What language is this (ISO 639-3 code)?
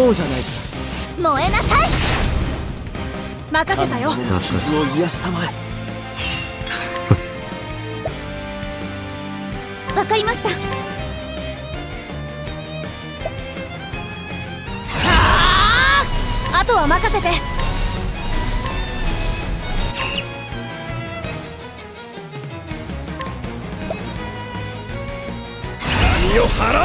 jpn